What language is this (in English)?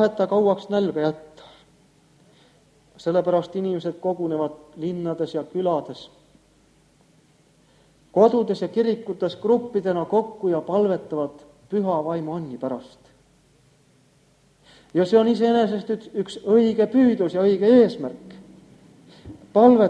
Estonian